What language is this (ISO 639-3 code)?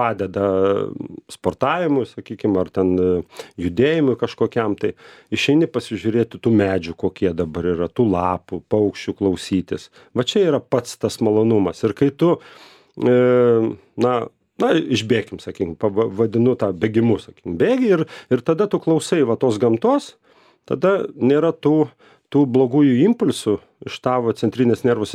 lit